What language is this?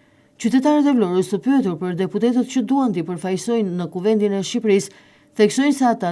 Albanian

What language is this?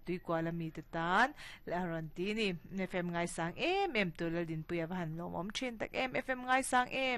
Mizo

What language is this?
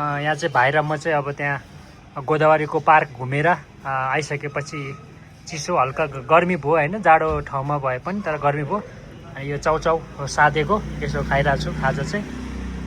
Nepali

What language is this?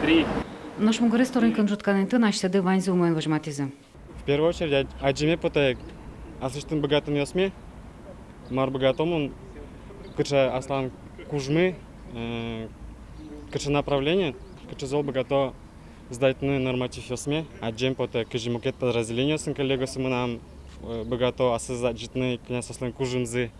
Udmurt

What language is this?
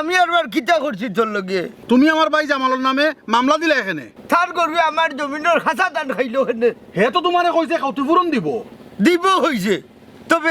Sylheti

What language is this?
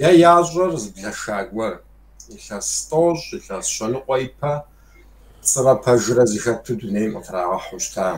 Kabardian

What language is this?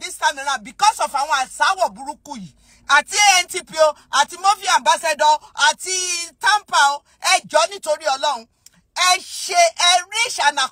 Yoruba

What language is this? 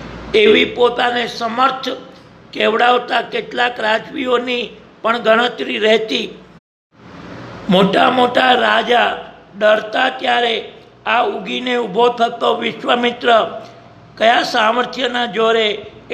Gujarati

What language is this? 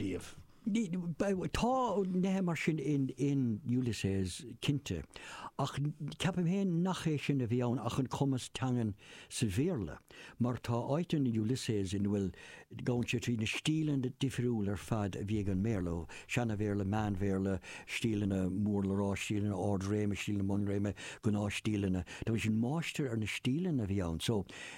Irish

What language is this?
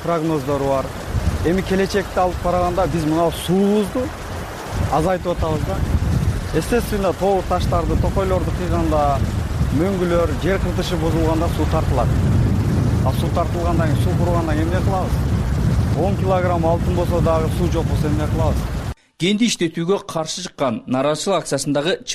Kyrgyz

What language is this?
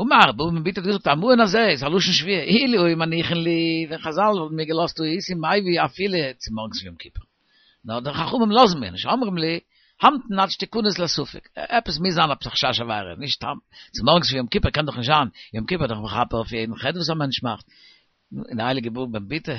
Yiddish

